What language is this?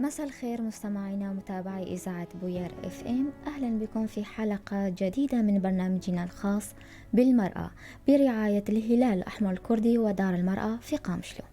North Levantine Arabic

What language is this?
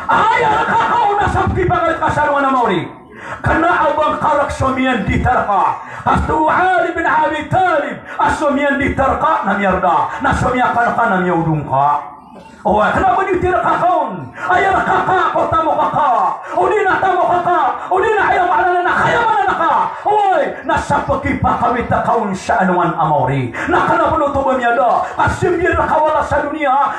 Maranao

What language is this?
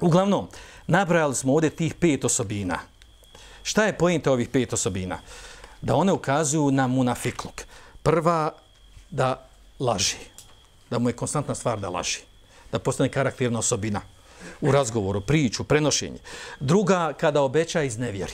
Bosnian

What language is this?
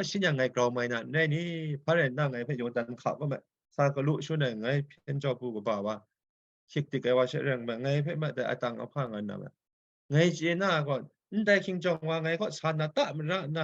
Kachin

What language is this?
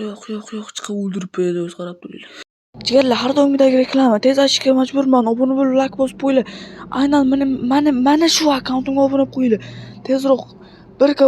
Uzbek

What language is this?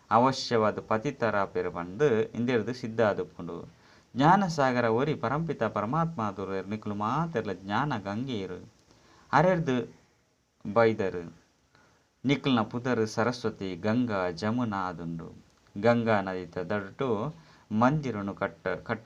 Tulu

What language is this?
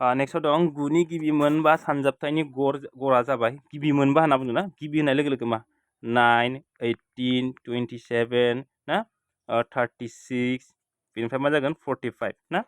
Bodo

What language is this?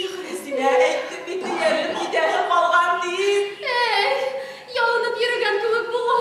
Bashkir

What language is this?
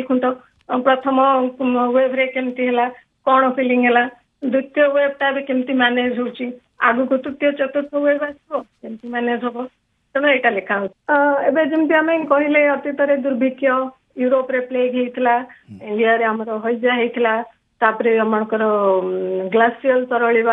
Odia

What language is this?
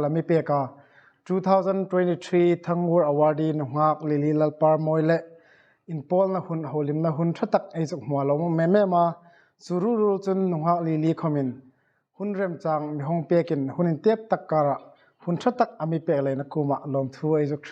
Hmar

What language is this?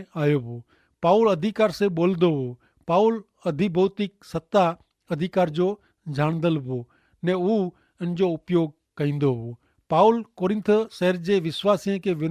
Kachhi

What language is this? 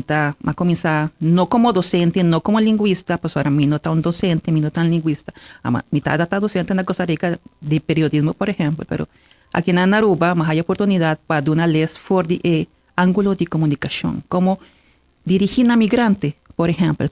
Papiamento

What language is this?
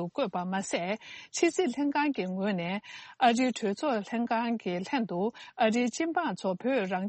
Tibetan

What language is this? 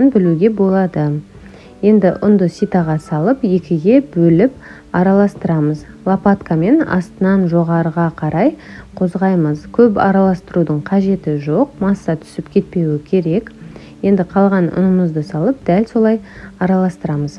Kazakh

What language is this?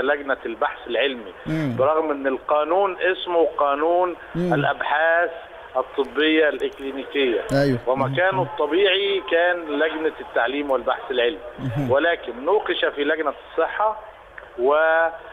Egyptian Arabic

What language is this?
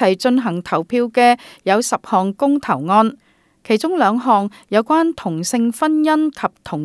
Cantonese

